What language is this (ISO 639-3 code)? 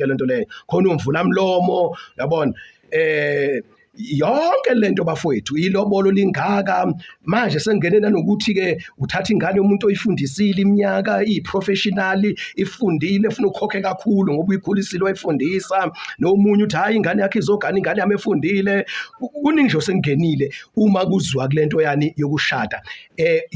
zul